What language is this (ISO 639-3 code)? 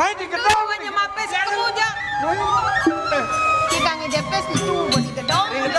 ban